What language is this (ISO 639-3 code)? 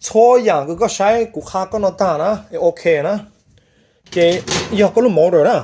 hmn